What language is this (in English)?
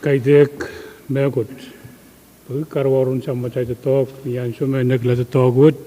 Pohnpeian